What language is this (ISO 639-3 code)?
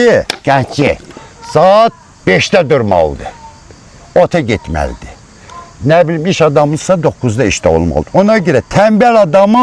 aze